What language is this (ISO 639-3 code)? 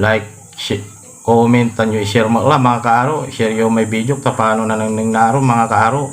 pag